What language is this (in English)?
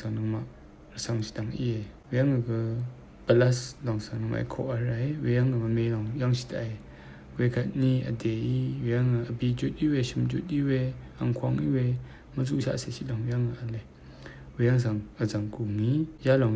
Rawang